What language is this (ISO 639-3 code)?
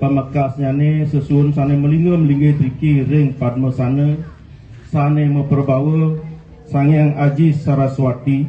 ban